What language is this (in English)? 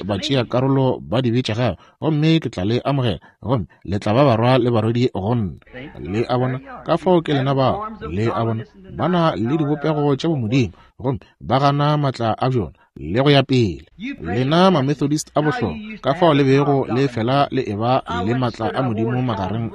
Northern Sotho